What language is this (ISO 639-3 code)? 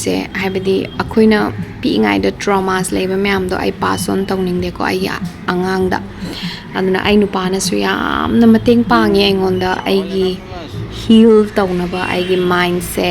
mni